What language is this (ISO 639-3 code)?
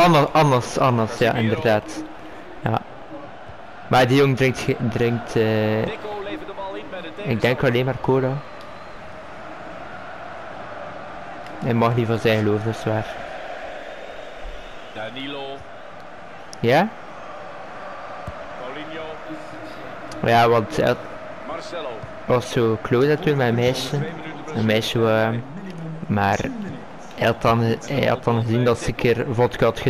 nld